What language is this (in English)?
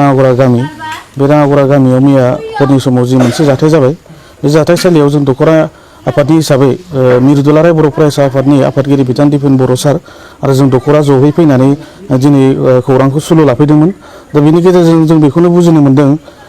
Bodo